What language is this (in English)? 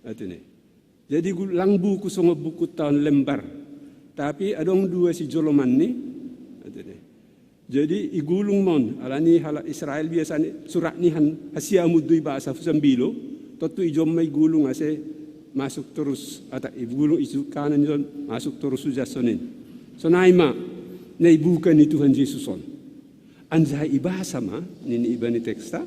Batak Simalungun